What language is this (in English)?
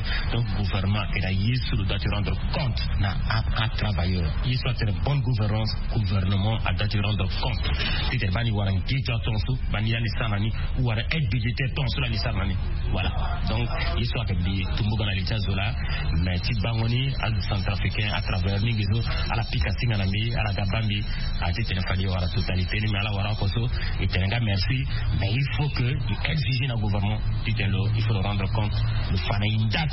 Sango